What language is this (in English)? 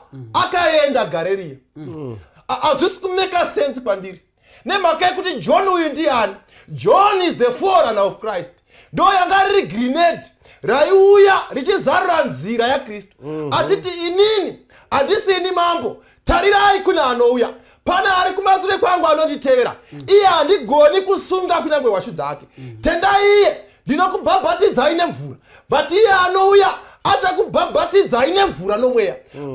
Shona